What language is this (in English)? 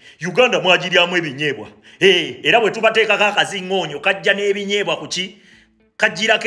Ganda